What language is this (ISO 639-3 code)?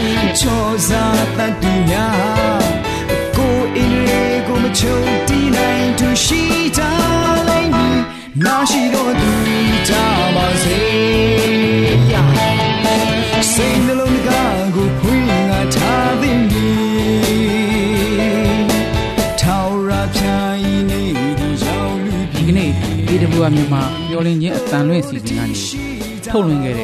mya